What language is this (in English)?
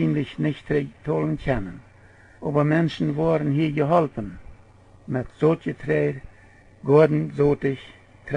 Plautdietsch